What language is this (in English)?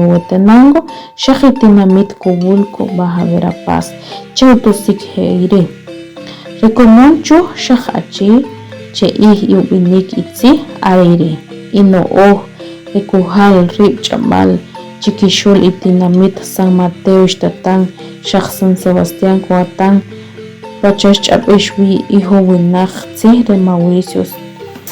Achi